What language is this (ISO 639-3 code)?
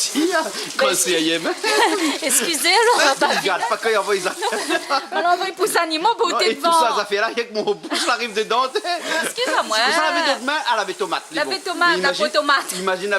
rcf